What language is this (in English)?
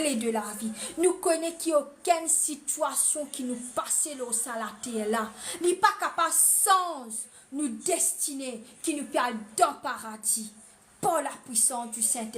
Morisyen